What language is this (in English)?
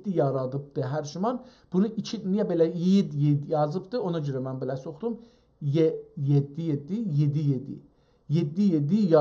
South Azerbaijani